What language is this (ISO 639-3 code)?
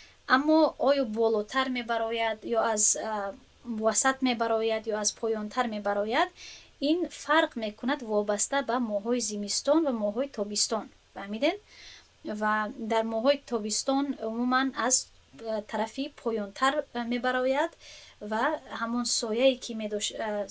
tgk